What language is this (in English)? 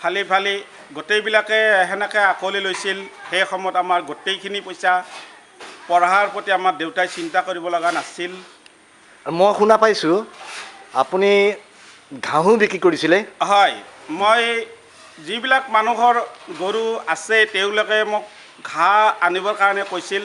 Assamese